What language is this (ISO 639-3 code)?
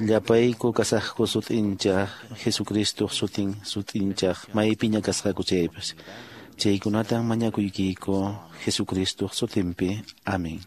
que